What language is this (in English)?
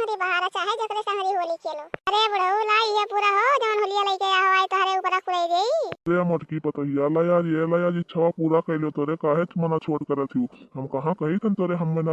Awadhi